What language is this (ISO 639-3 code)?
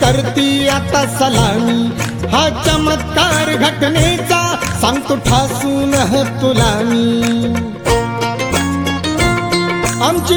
mar